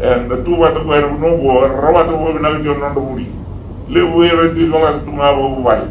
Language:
Fijian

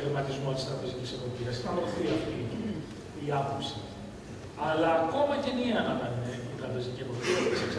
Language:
Greek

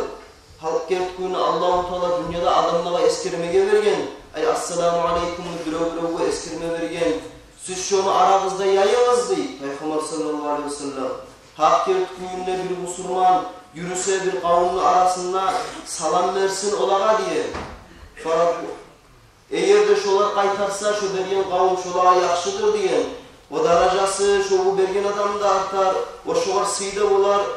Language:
Kumyk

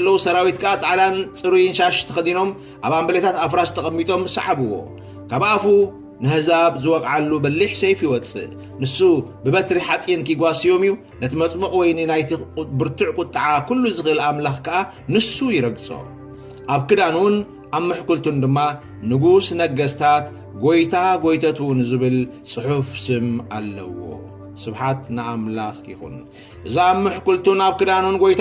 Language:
Tigrinya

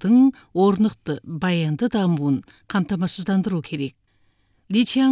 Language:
Kazakh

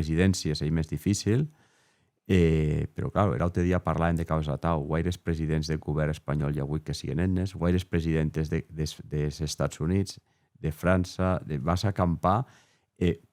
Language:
Occitan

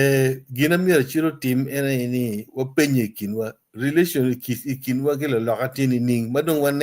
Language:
Acoli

